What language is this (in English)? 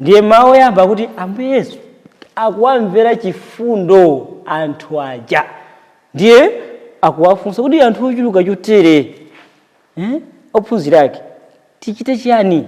Nyanja